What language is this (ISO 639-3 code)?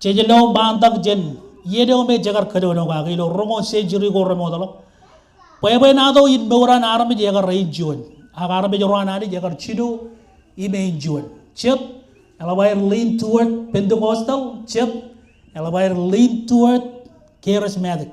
mah